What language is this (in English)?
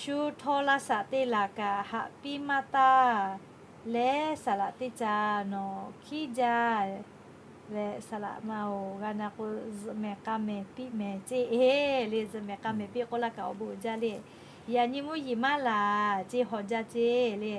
Lahu